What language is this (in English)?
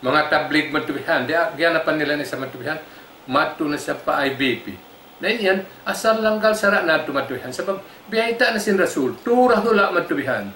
Tausug